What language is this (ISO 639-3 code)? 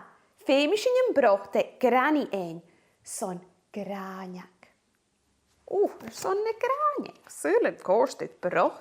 gla